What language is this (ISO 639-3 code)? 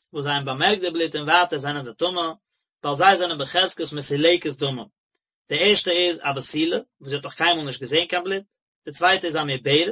yid